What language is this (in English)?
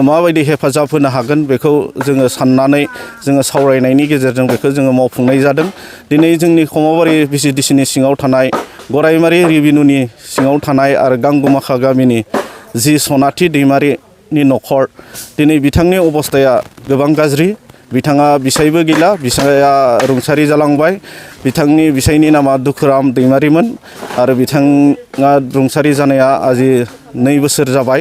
Bodo